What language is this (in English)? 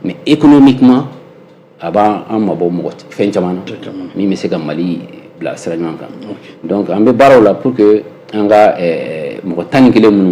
Bambara